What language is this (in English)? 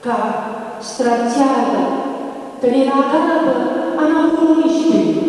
Neapolitan